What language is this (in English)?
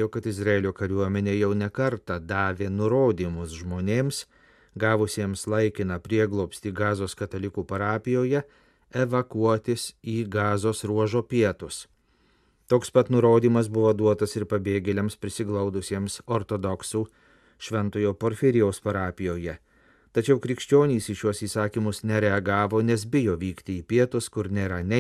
Lithuanian